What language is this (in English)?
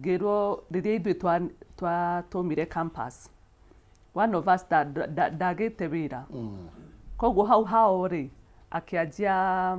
Kikuyu